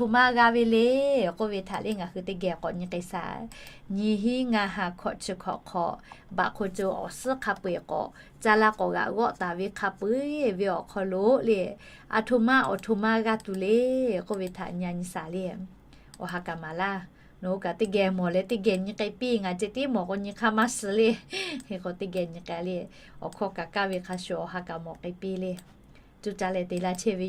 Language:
Lahu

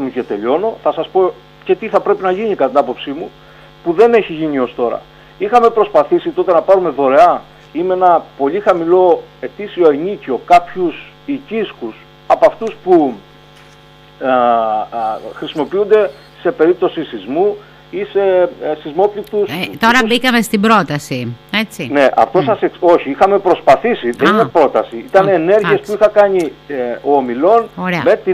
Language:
Greek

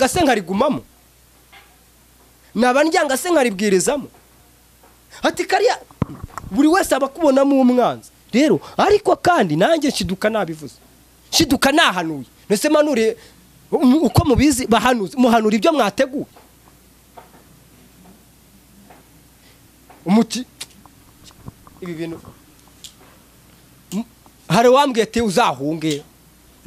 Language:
Kinyarwanda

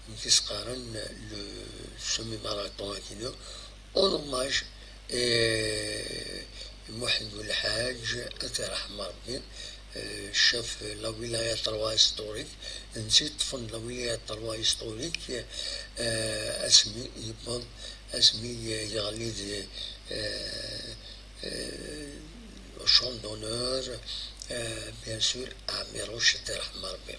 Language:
Kabyle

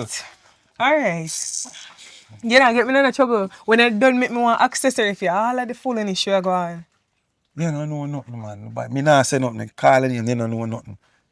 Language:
Jamaican Creole English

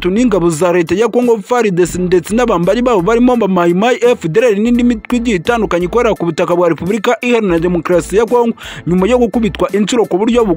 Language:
Kinyarwanda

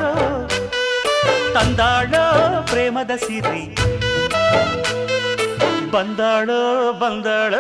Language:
Kannada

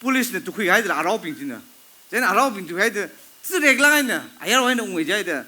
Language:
Tangkhul Naga (India)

